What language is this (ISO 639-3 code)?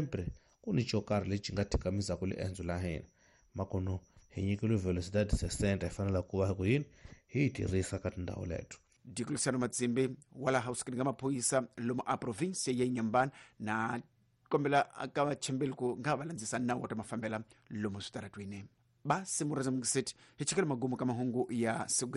tso